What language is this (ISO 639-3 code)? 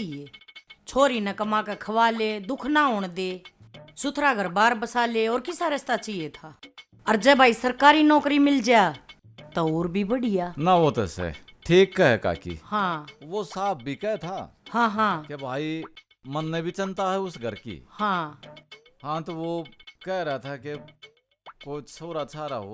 bgc